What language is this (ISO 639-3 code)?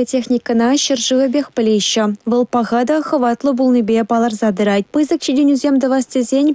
chv